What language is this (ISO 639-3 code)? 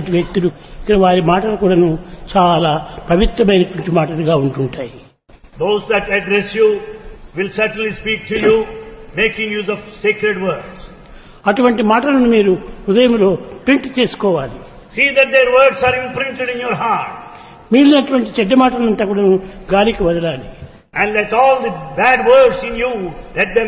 tel